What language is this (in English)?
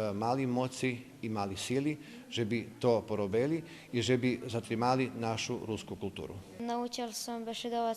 Rusyn